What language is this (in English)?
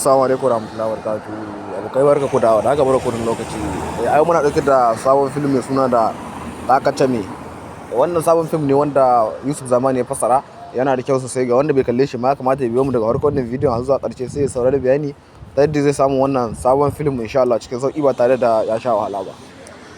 Hausa